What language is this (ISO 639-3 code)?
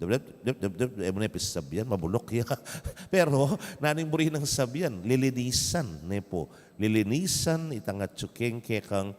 pam